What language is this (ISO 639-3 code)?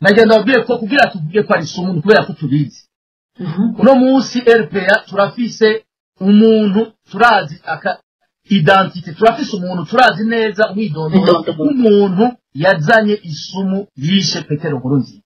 run